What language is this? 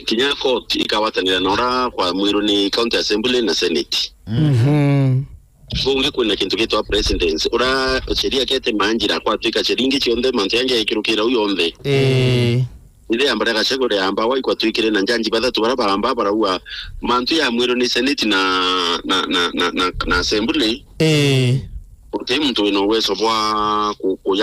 Meru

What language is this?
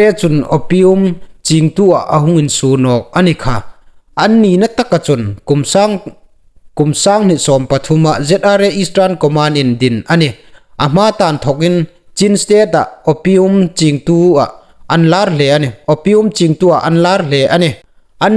Hmar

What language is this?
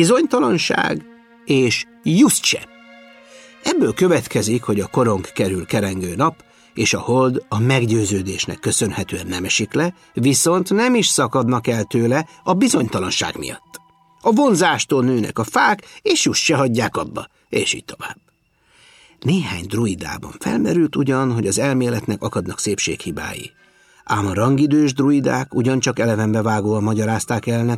Hungarian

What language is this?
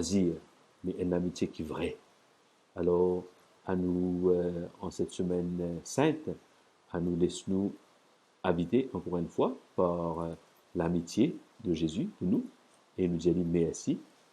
Morisyen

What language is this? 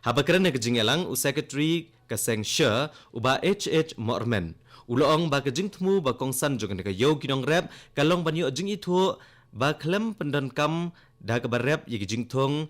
Khasi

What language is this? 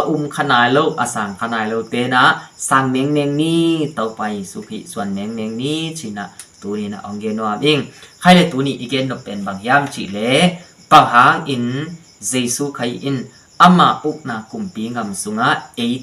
Tedim Chin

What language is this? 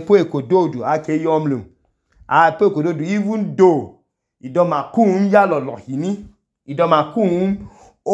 Idoma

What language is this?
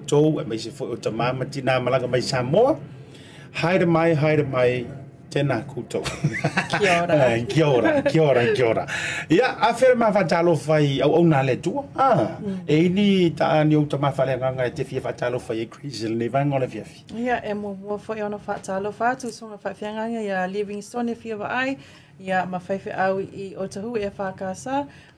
Samoan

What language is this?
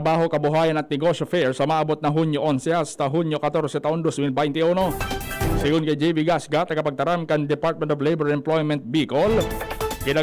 Bikol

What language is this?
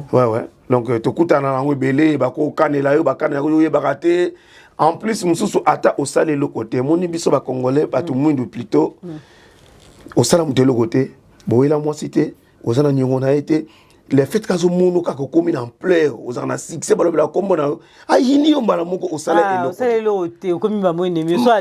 Lingala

